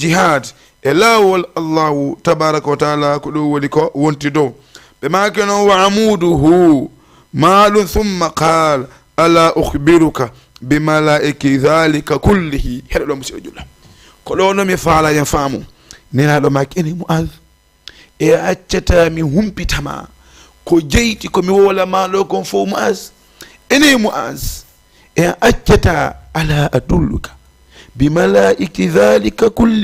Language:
Fula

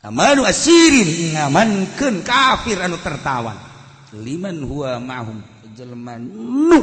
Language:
Sundanese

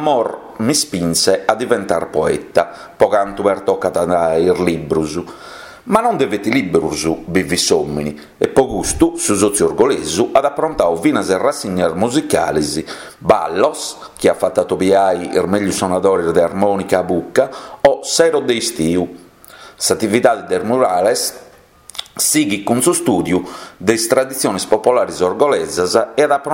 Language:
Sardinian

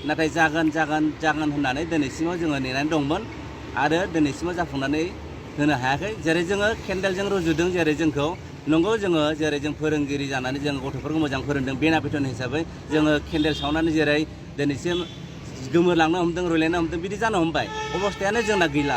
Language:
Bodo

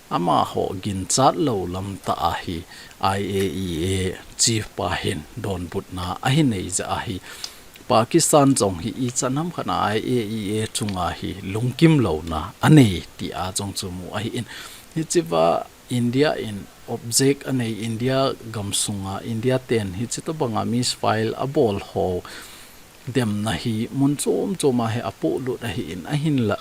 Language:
Thado Chin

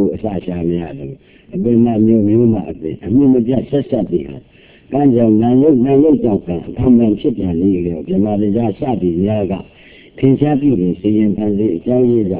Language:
Burmese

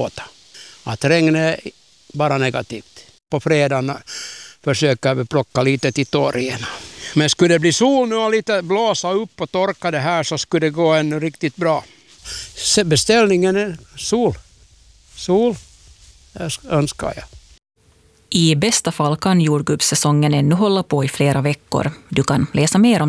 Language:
Swedish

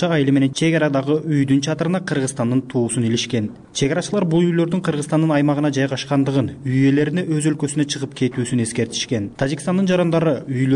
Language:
Kyrgyz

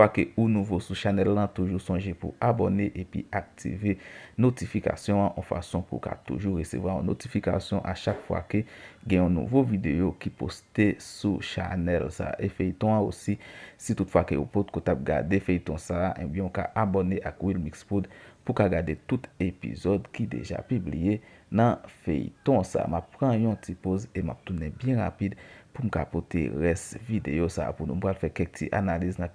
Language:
Haitian Creole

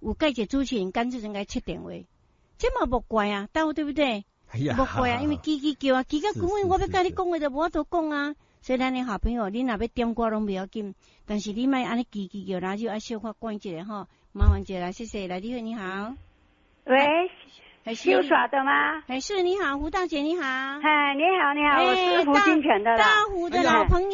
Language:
Min Nan Chinese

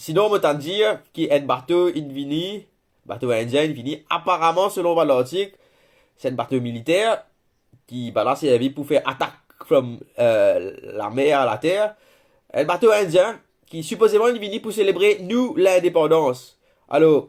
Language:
Morisyen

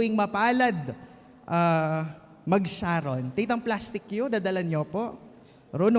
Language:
Pampanga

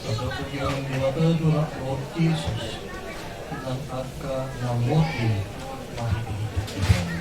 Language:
Batak Toba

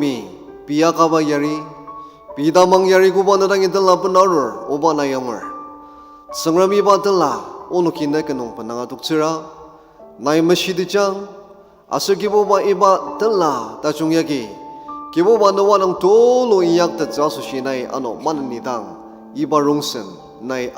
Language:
Ao Naga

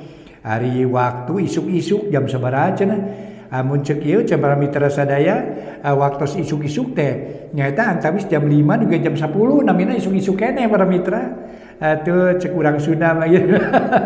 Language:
Sundanese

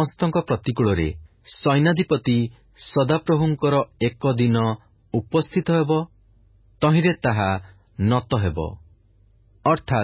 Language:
Odia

